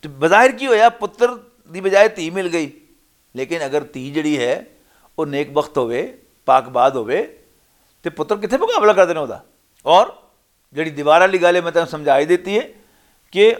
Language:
Western Panjabi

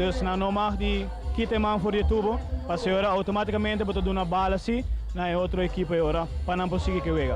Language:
Papiamento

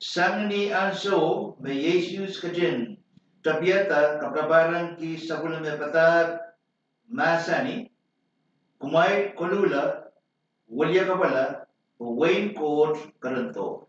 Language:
Pohnpeian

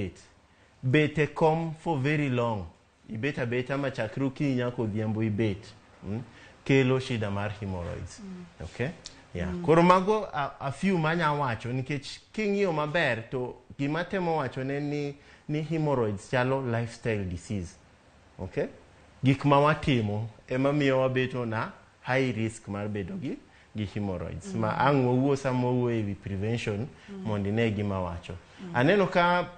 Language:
Luo (Kenya and Tanzania)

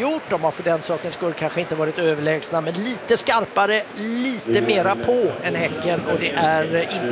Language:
Swedish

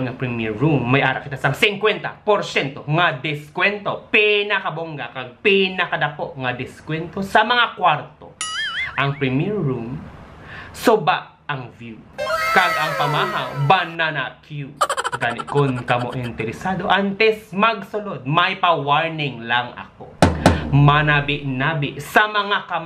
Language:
Hiligaynon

